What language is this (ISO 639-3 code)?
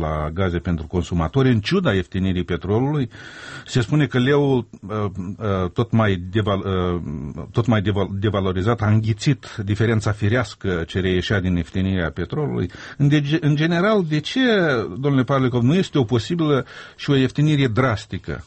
ron